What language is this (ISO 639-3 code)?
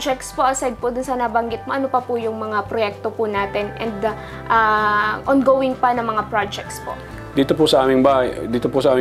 fil